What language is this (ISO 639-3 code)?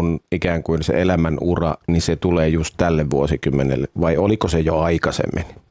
fin